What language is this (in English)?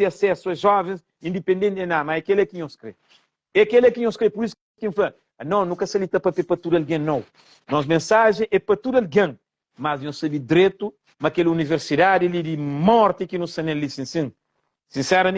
Kabuverdianu